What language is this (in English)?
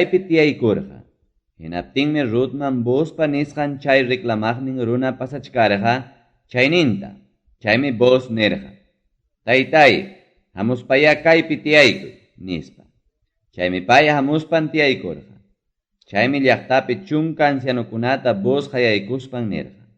Ayacucho Quechua